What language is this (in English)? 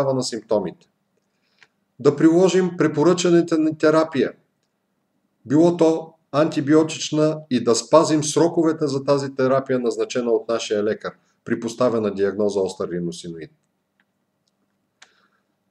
Bulgarian